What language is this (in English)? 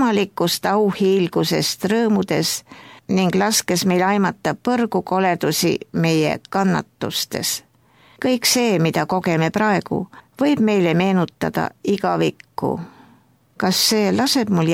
Estonian